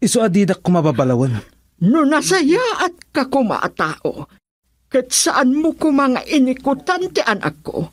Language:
Iloko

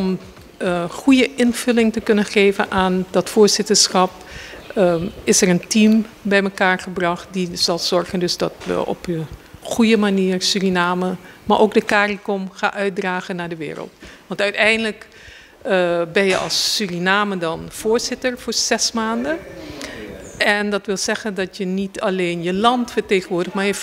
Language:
Dutch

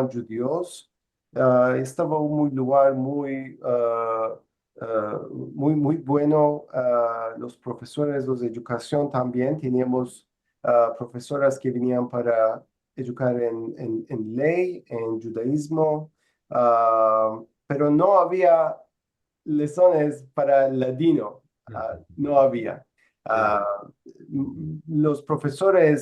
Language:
Ladino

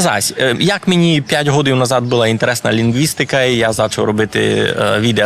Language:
Rusyn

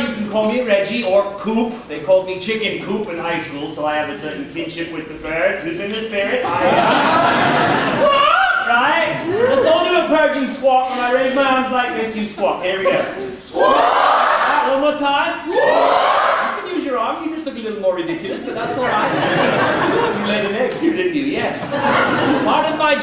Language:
English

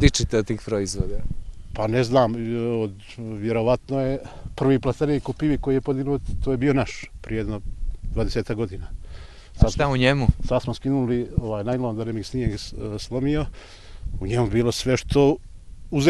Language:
Serbian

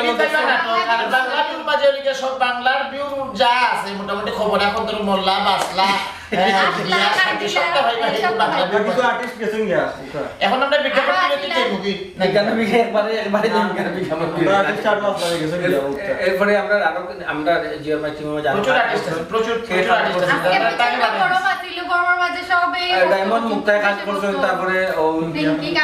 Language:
Sylheti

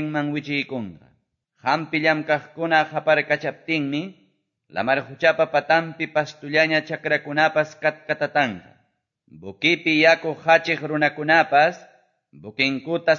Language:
Quechua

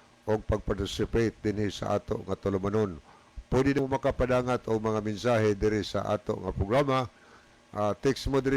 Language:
Cebuano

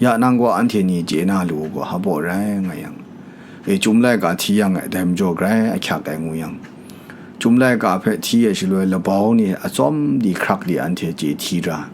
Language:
Kachin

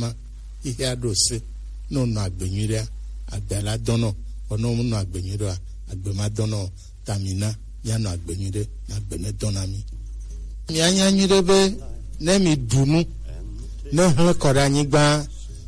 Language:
Gen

